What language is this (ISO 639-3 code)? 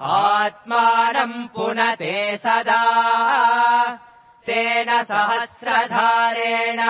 san